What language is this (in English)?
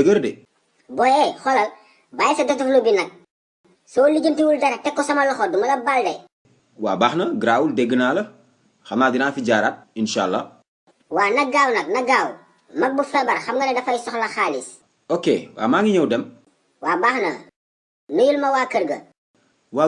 Wolof